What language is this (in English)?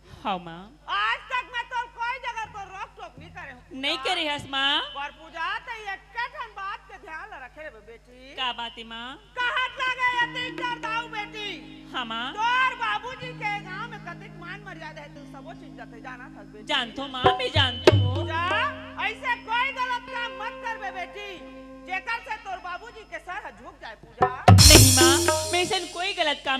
Chhattisgarhi